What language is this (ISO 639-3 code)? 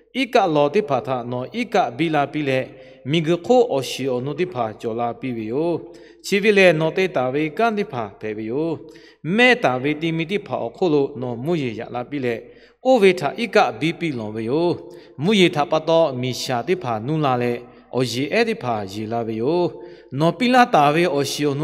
lhu